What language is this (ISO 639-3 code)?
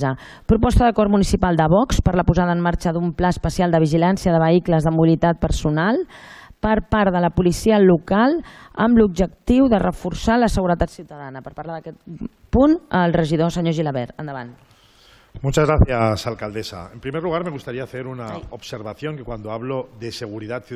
cat